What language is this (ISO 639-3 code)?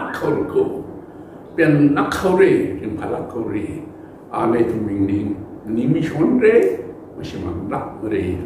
nmf